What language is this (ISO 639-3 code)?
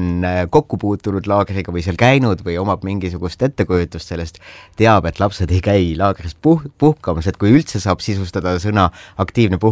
est